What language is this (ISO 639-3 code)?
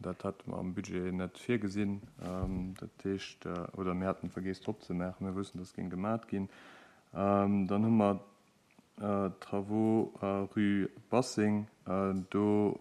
ltz